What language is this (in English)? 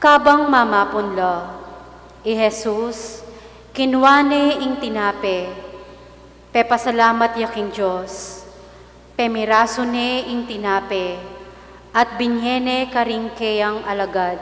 Pampanga